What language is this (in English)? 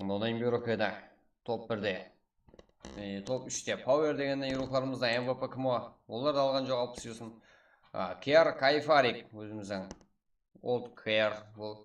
Kara-Kalpak